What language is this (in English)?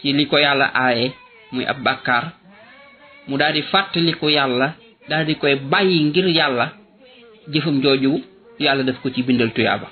Wolof